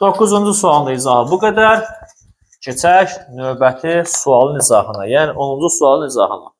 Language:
Azerbaijani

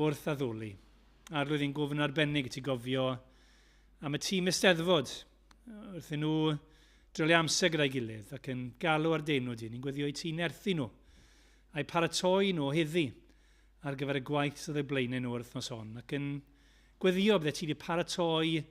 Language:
Welsh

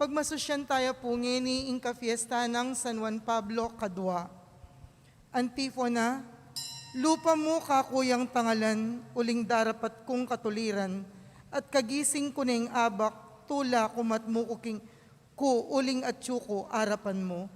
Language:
Pampanga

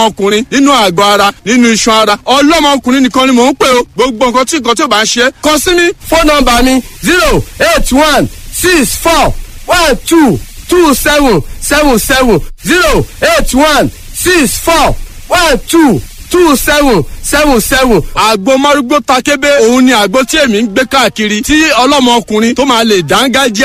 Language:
Yoruba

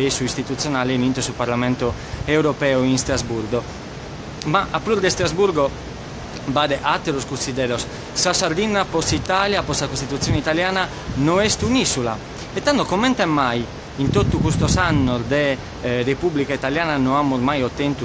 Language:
Sardinian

